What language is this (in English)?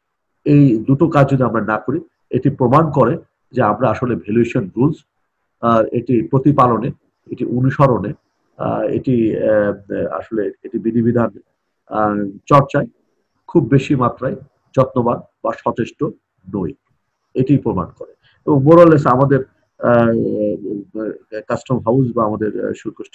Bangla